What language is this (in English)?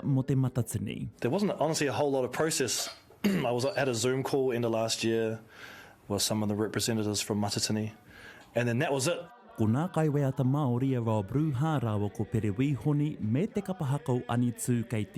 Māori